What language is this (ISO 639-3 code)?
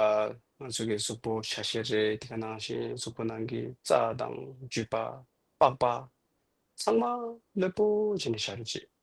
bod